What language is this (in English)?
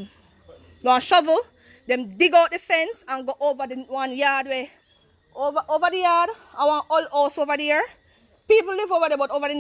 Jamaican Creole English